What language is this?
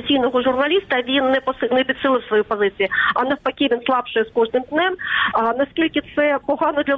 Ukrainian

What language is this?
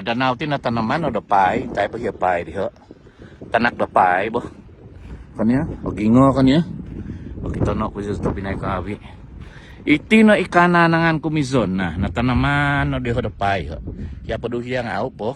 Central Dusun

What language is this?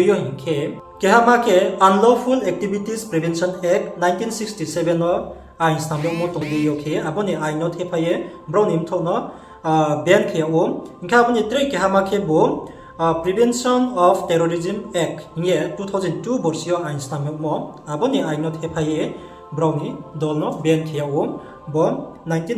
Riang (India)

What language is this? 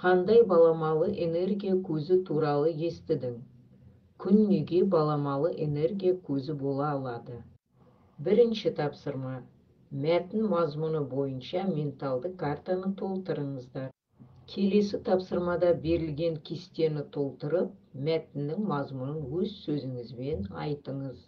Kazakh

